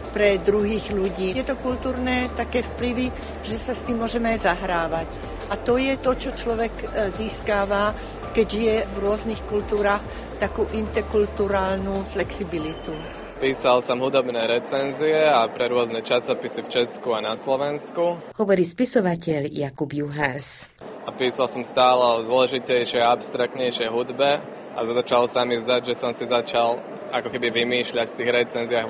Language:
Slovak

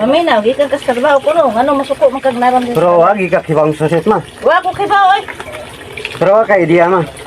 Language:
Cebuano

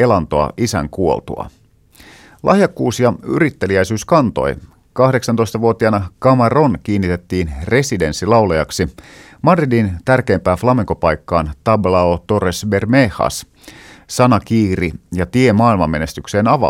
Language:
Finnish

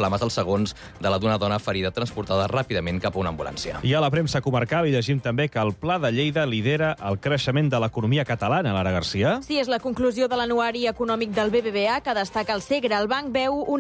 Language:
Catalan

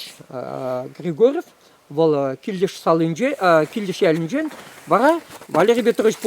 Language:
Chuvash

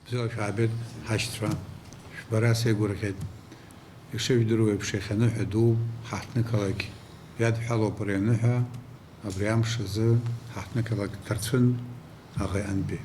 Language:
Abkhazian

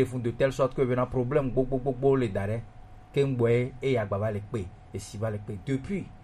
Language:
Gen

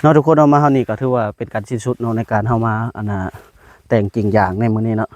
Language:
Northeastern Thai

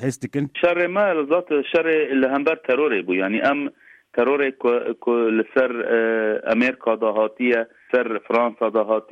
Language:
Kurdish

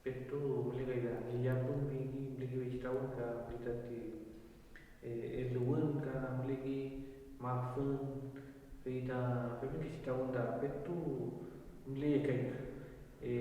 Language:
Mapuche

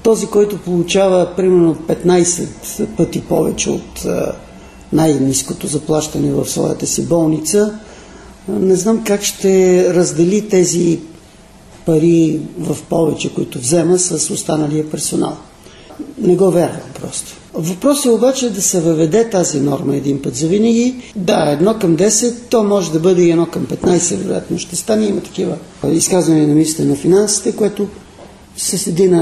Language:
Bulgarian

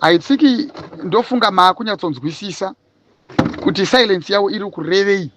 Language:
Shona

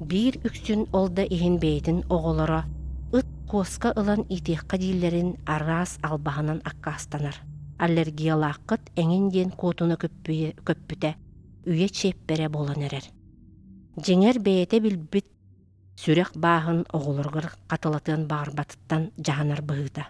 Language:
Yakut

